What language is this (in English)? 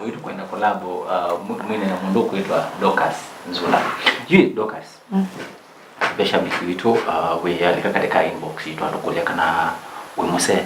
Kamba